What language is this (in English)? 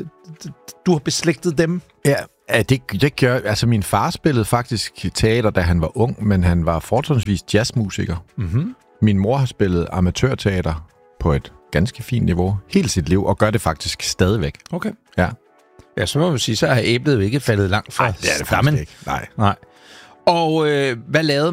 Danish